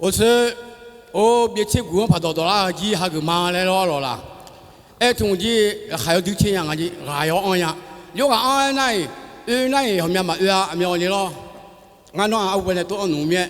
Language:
Akha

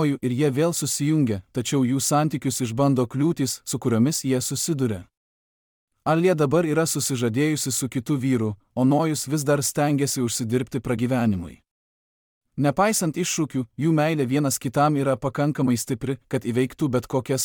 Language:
Lithuanian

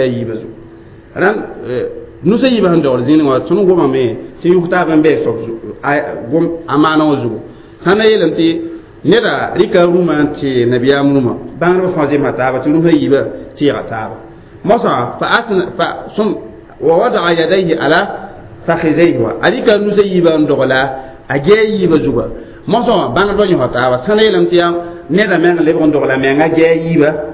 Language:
Mossi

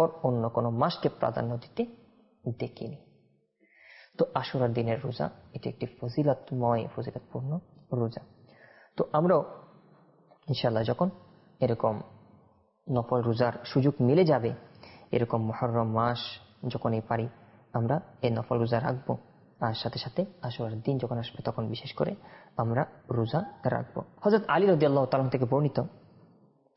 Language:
Bangla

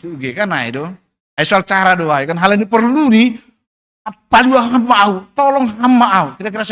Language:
Batak Simalungun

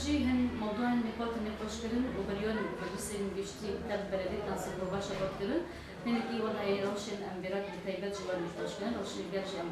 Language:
Kurdish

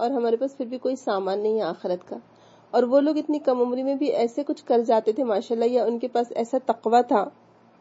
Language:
Urdu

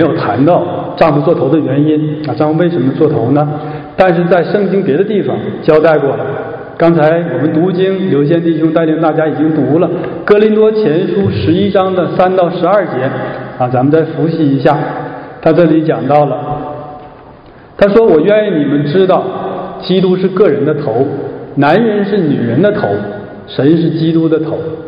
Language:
Chinese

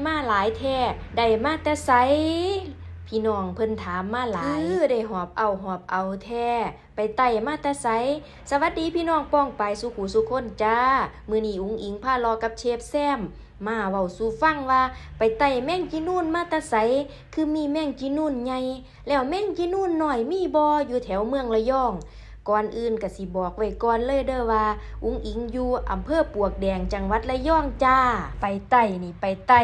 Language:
Northeastern Thai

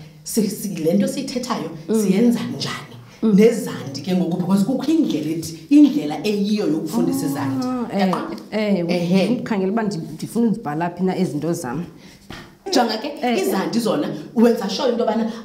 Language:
Xhosa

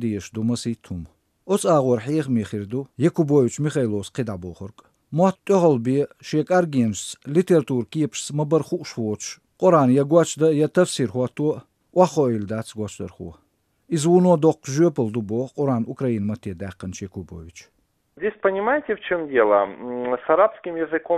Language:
Chechen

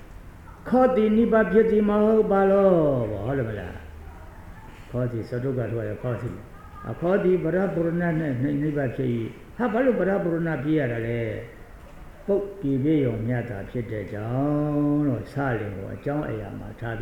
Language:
Burmese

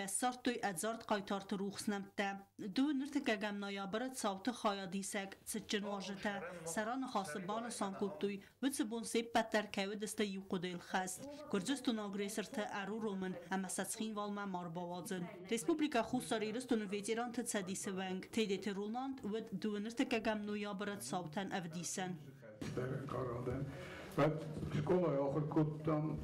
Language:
Ossetic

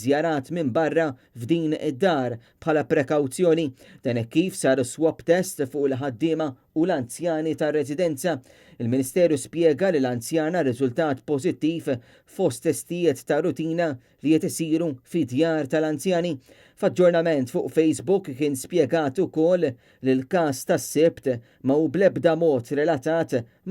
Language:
Maltese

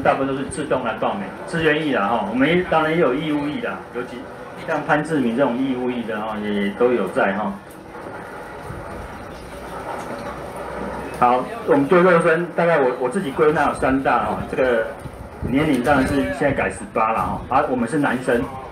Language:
Chinese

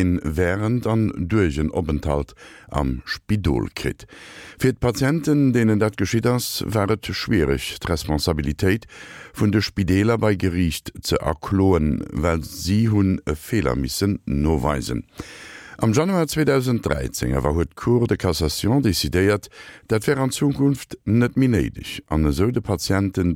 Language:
Luxembourgish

